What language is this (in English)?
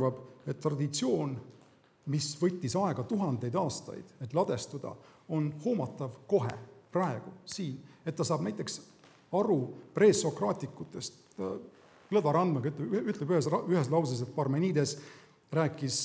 Estonian